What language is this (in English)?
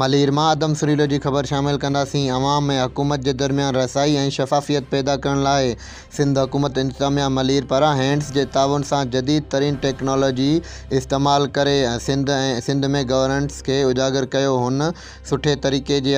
Sindhi